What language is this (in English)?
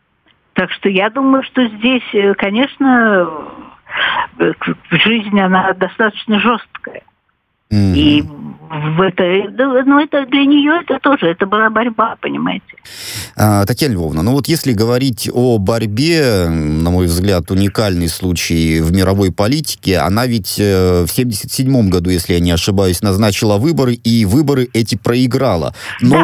Russian